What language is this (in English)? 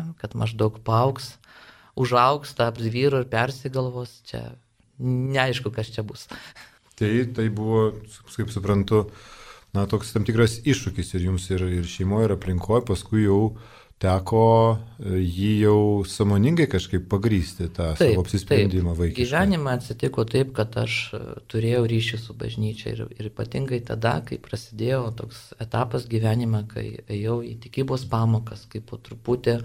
Lithuanian